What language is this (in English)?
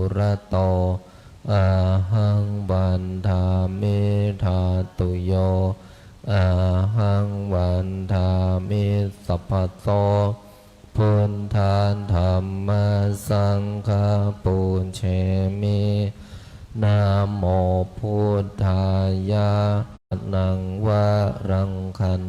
Pali